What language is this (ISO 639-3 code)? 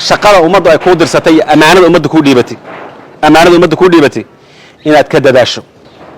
som